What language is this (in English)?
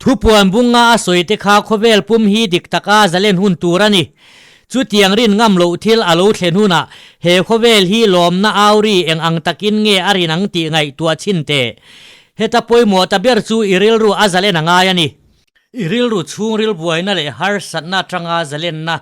Mizo